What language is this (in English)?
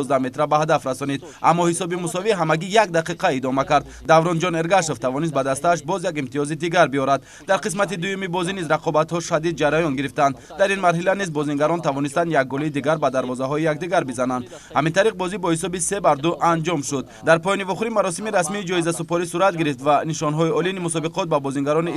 Tajik